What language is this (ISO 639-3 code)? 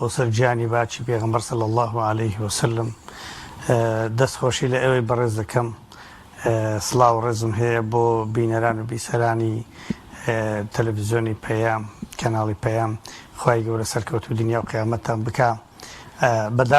ckb